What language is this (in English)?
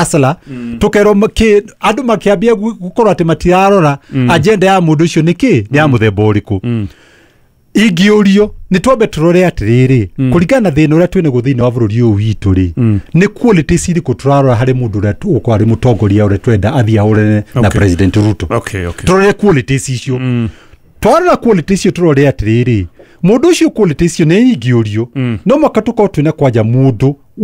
Kikuyu